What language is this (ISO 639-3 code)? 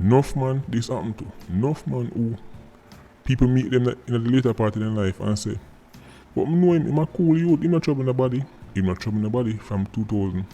jam